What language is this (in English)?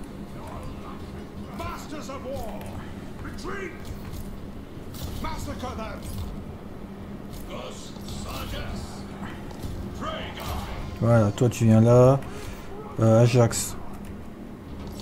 French